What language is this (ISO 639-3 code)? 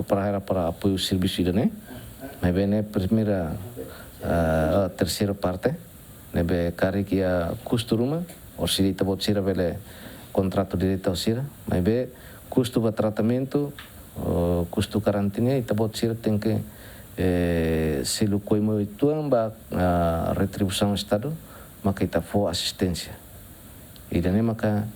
tet